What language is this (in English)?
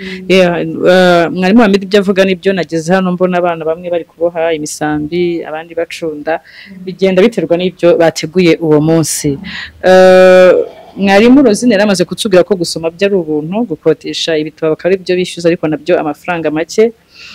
Kinyarwanda